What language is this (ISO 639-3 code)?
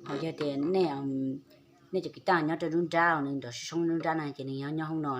hmn